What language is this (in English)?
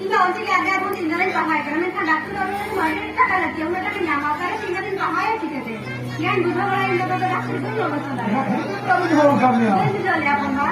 Santali